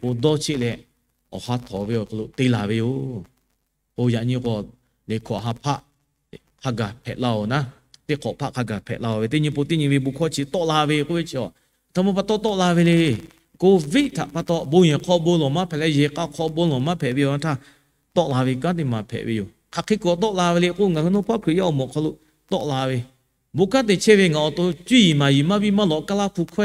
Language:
Lahu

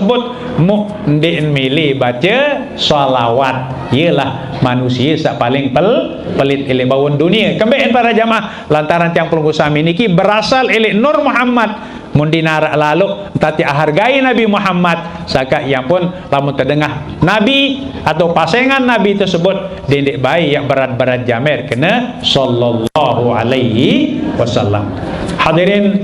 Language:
Sasak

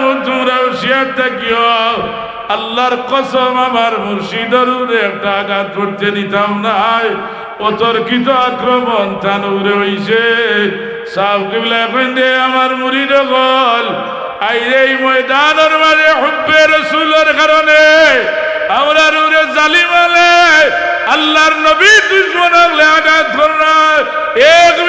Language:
Sylheti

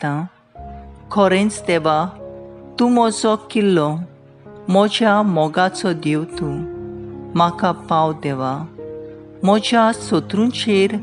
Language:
Konkani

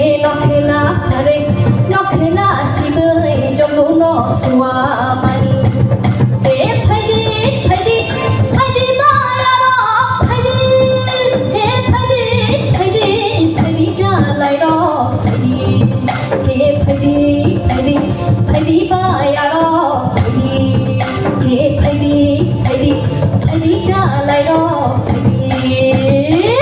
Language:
Kok Borok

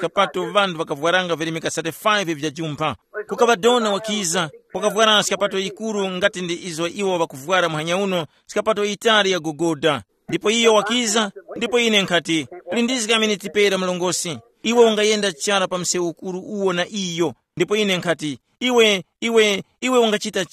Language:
Tumbuka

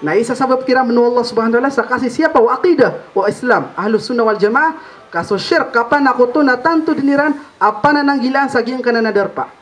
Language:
Maranao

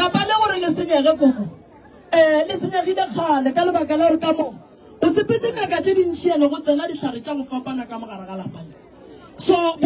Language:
Northern Sotho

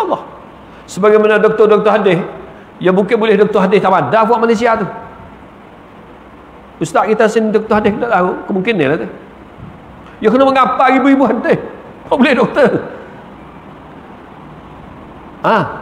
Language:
Malay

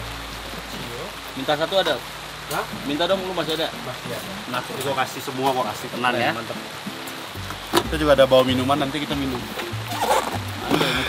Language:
Indonesian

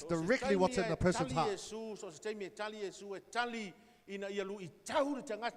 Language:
Samoan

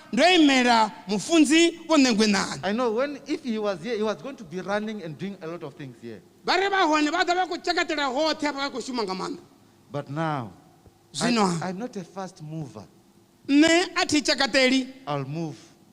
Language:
Venda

